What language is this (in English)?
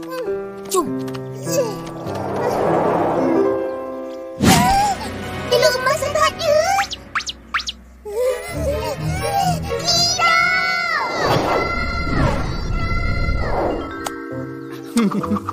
Malay